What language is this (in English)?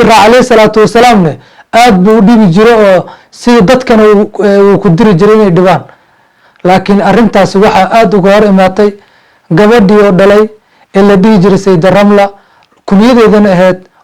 Somali